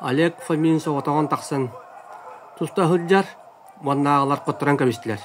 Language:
Yakut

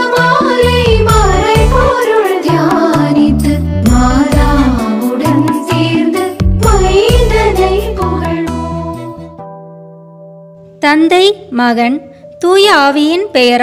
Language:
Tamil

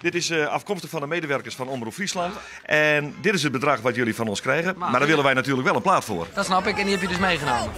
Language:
Western Frisian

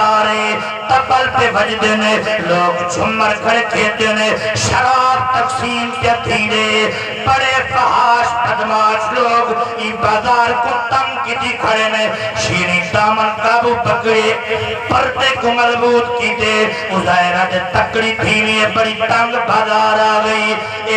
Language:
Saraiki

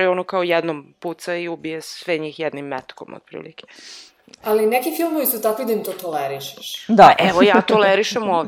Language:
Serbian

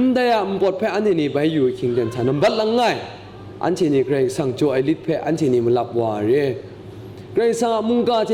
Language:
Kachin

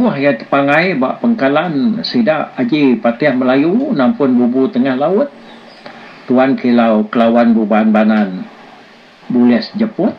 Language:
Iban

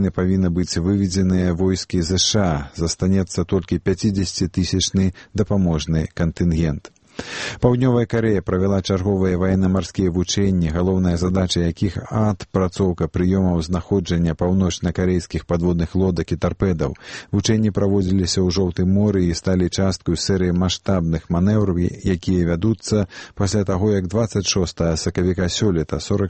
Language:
Belarusian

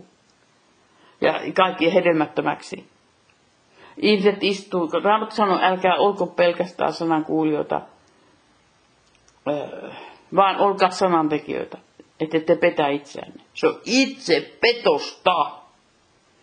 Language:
Finnish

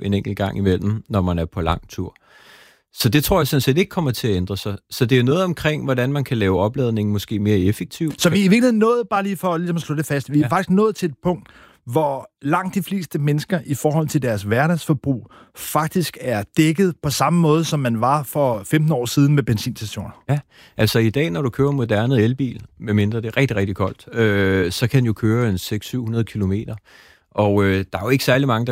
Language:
Danish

